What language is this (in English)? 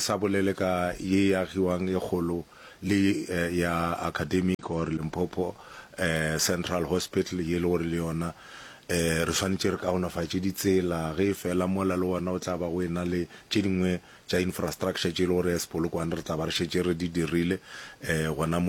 Northern Sotho